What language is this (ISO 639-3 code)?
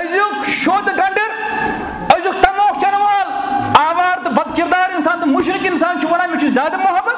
kas